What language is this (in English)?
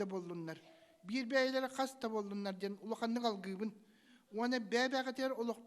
Yakut